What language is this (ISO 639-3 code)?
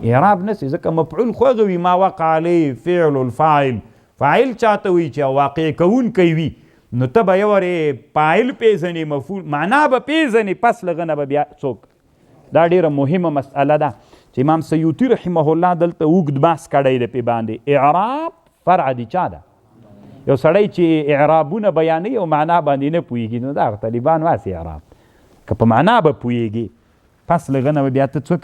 pus